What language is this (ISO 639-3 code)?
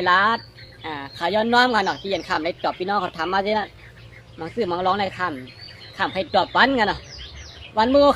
shn